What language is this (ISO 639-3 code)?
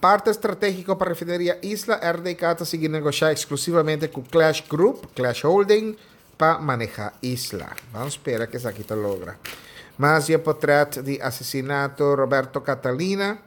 pap